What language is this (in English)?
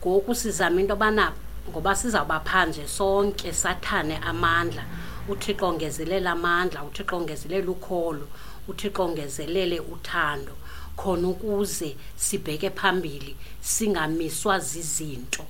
Xhosa